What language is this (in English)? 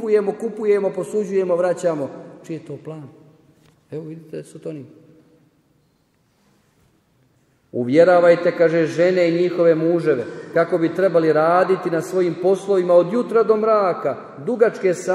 Croatian